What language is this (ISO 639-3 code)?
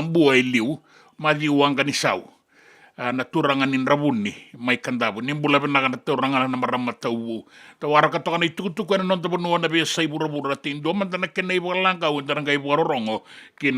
fij